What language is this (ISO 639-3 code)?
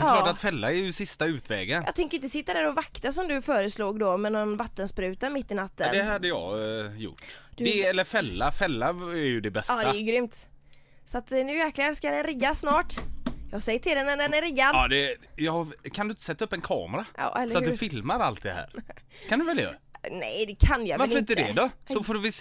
swe